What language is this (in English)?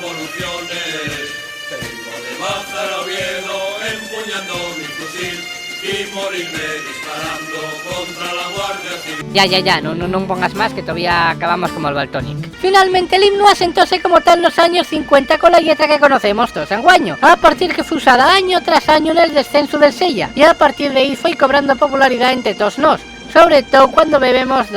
Asturian